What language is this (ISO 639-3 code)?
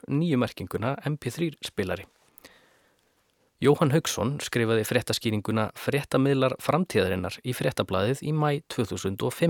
isl